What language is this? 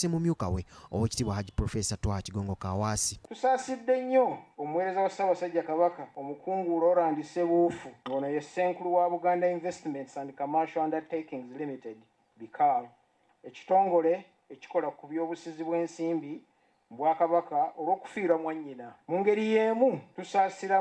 Ganda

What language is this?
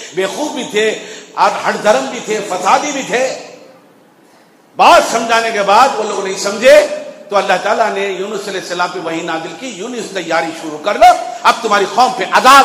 Urdu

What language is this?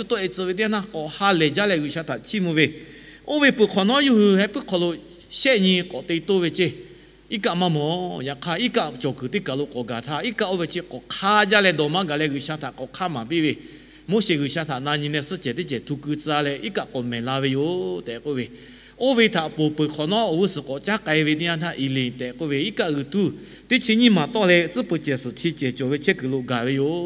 Lahu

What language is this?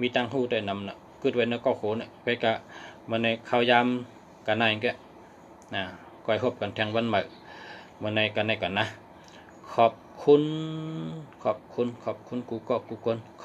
Shan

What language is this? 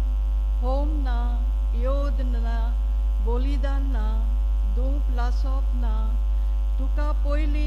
Konkani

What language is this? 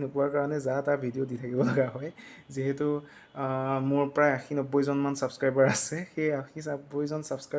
Assamese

